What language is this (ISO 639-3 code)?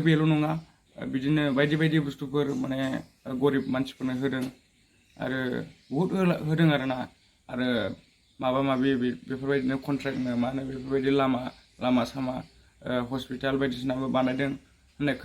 brx